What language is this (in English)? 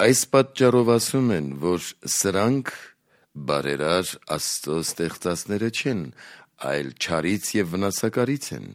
Armenian